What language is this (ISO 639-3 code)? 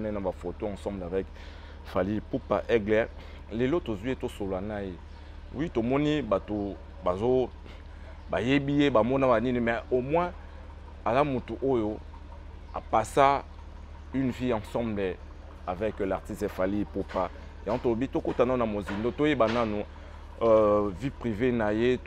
lin